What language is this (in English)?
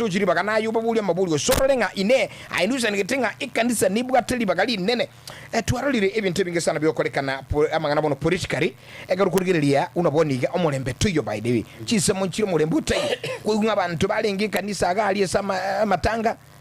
Gusii